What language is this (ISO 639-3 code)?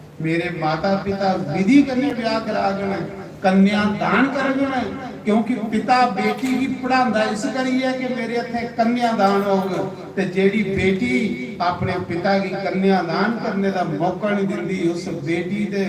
doi